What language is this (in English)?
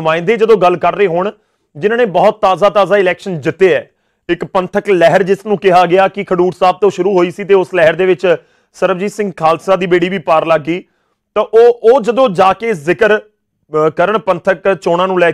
Punjabi